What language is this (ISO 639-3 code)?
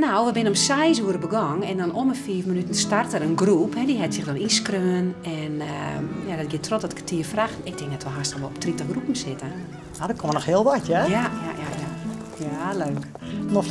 fry